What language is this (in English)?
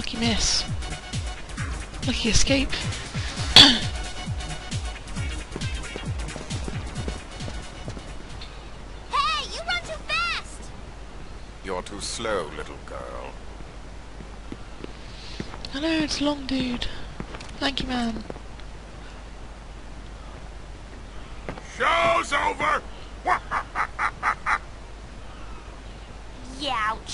English